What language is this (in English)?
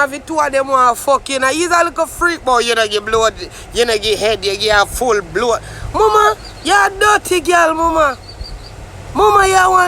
Jamaican Creole English